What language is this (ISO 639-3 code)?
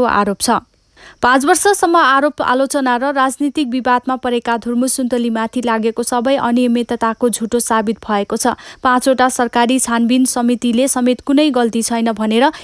nep